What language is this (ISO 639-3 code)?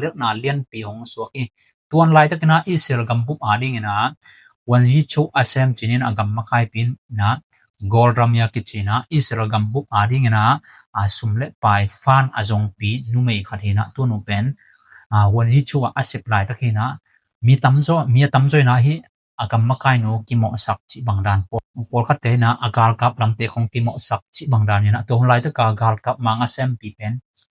ctd